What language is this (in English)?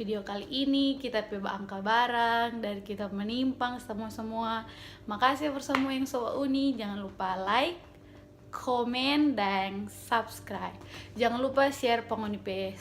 Manado Malay